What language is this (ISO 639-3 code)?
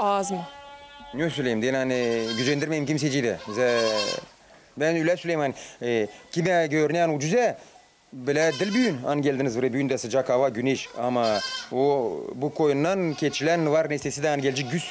gag